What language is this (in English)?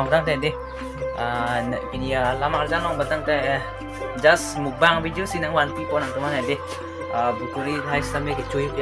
Karbi